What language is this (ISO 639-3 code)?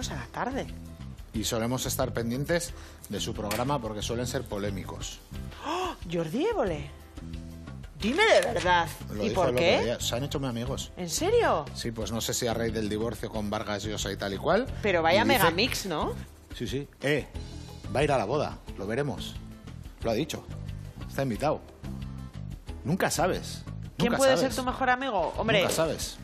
spa